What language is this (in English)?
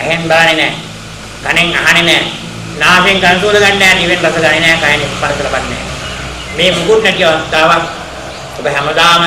Sinhala